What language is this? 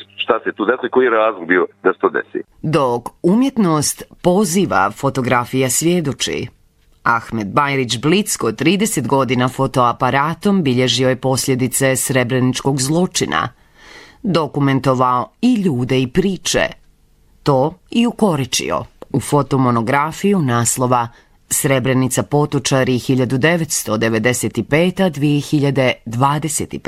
Bosnian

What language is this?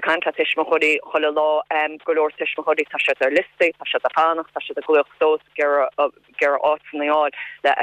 Irish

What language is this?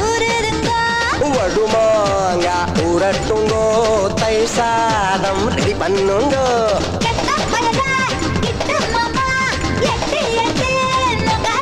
Tamil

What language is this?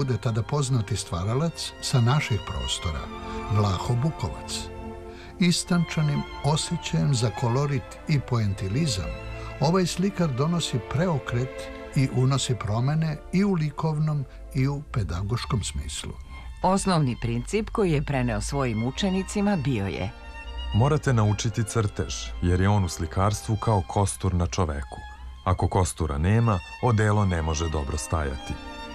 Serbian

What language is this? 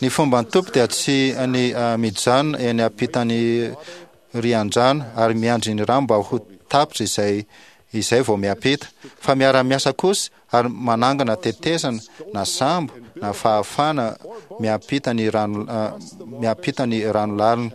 Malagasy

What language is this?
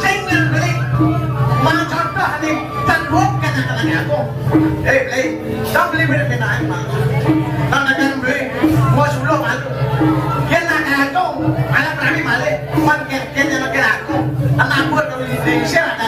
Balinese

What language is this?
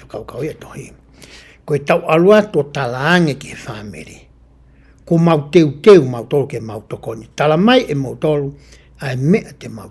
Tongan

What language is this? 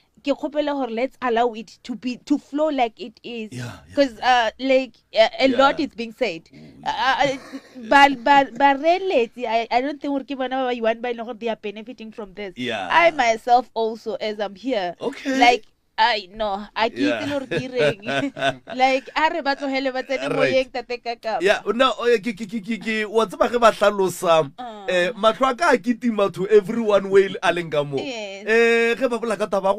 Northern Sotho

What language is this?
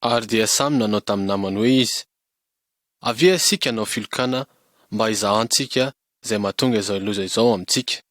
Malagasy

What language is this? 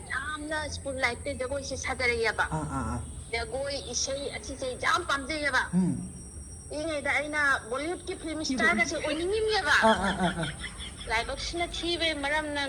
Manipuri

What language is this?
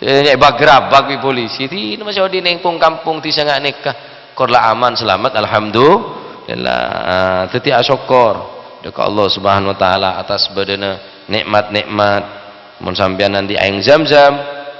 Madurese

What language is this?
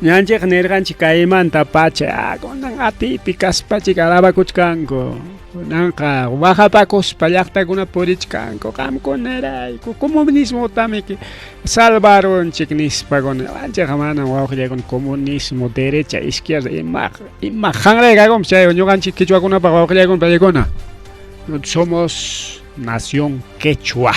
Ayacucho Quechua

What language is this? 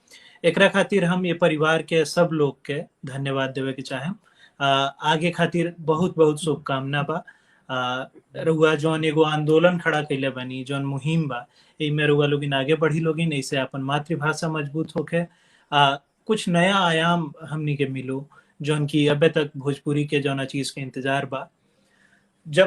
Bhojpuri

